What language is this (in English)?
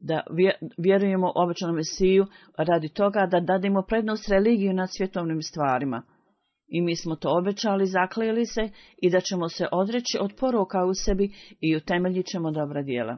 Bosnian